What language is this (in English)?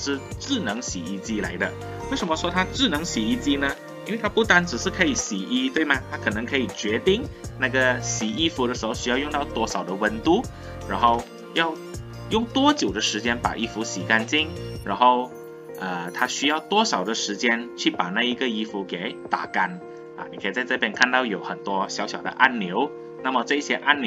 Chinese